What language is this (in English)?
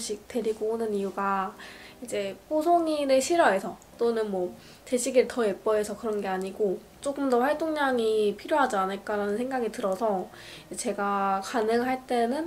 Korean